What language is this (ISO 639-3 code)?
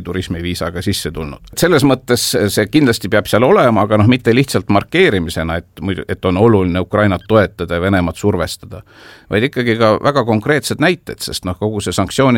est